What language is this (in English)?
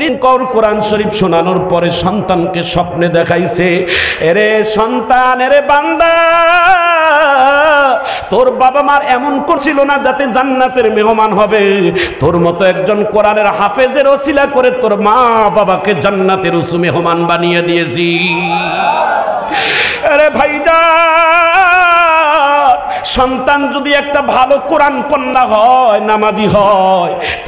Bangla